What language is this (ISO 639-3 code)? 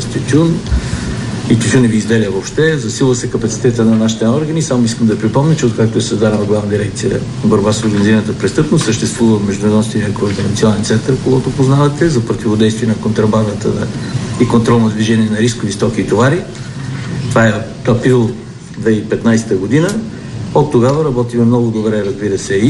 bul